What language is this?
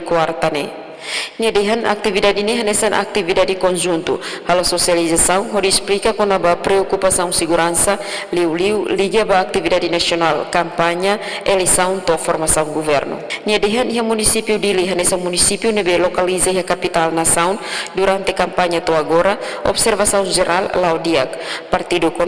Tetum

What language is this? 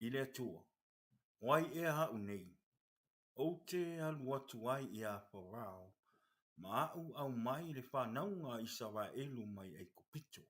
Samoan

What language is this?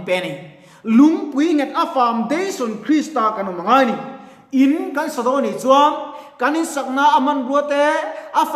Mizo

